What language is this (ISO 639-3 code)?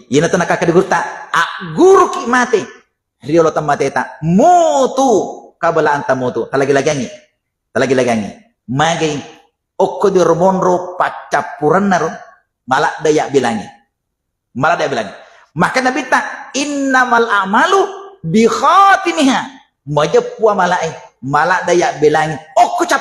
bug